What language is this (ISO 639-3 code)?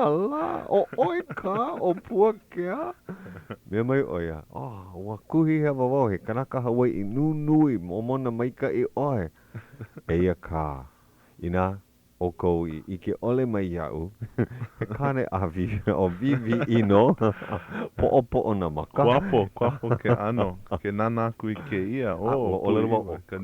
haw